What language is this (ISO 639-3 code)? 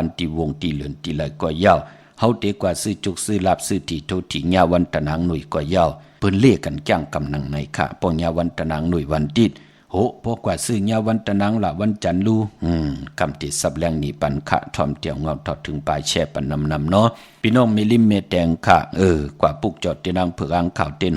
shn